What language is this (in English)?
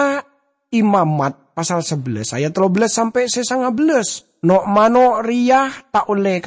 Madurese